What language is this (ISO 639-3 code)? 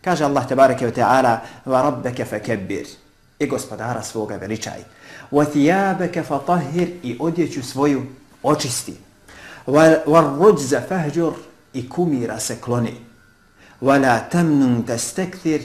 bos